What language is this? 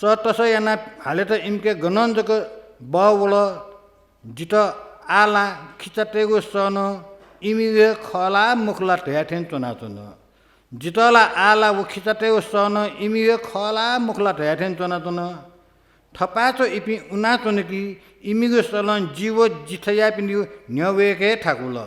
Newari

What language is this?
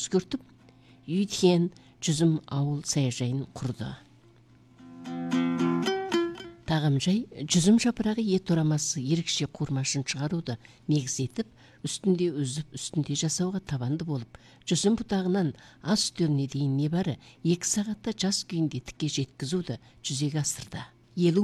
Kazakh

